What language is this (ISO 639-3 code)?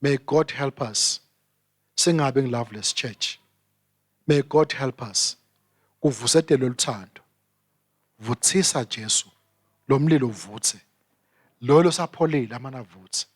ssw